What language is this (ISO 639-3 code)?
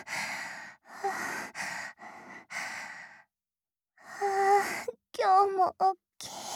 jpn